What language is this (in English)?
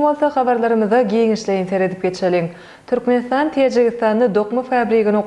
Turkmen